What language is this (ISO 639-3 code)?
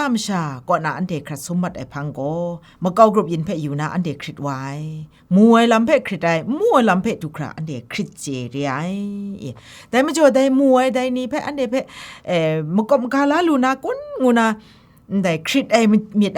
kac